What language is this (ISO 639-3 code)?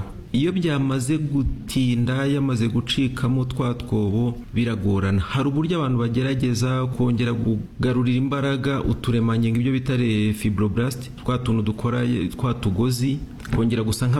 kin